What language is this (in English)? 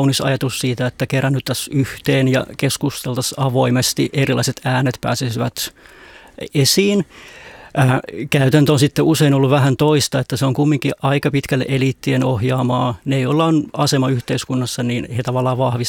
Finnish